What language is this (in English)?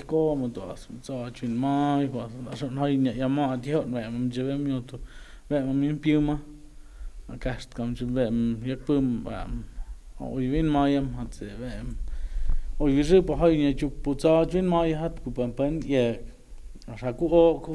Totontepec Mixe